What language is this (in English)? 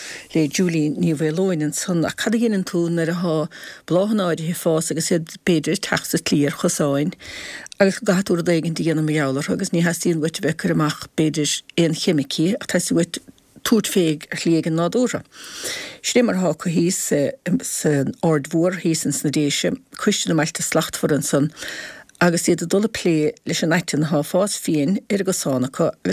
Irish